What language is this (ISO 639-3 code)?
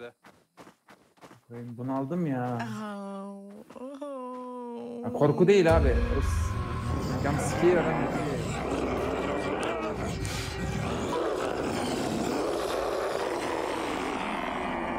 tur